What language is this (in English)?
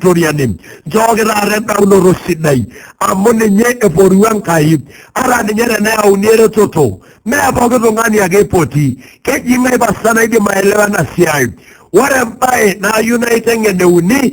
Masai